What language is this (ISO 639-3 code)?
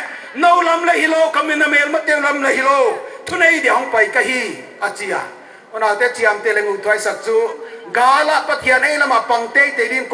pck